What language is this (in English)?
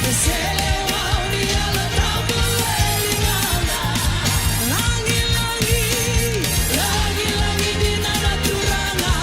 Fijian